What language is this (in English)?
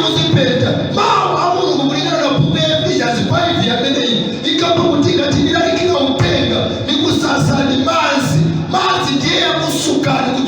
Nyanja